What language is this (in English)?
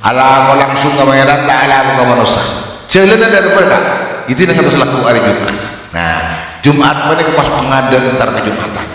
Madurese